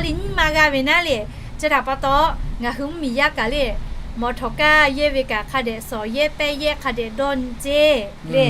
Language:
Lahu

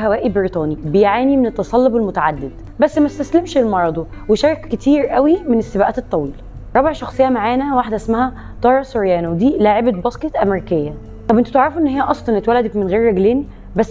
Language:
Egyptian Arabic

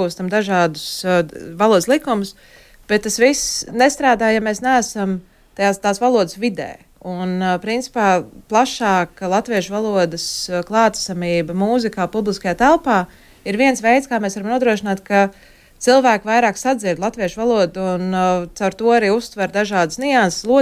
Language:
Latvian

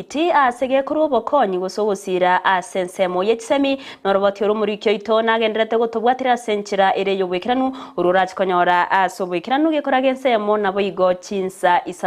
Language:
Gusii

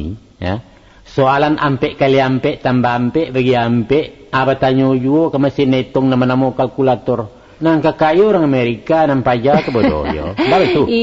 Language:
Minangkabau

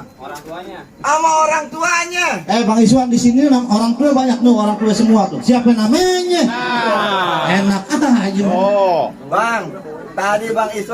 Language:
Betawi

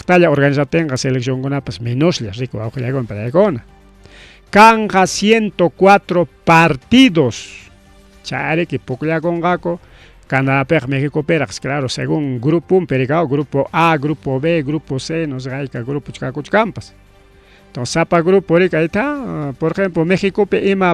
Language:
Ayacucho Quechua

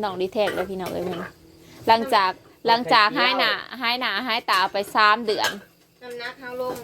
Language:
Northeastern Thai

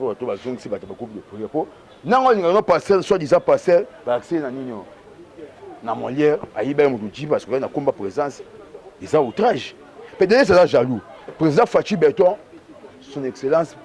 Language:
Lingala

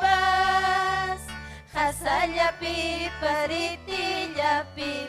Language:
Ayacucho Quechua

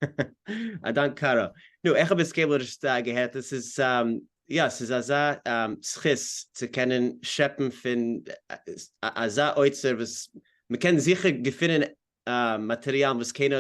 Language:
Yiddish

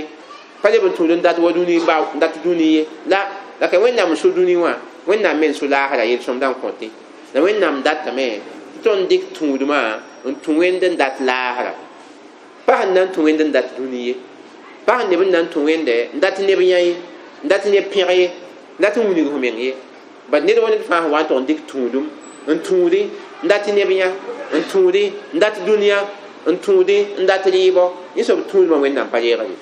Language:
Mossi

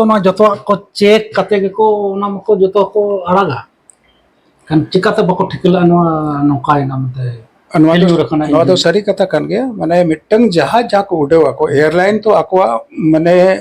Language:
Santali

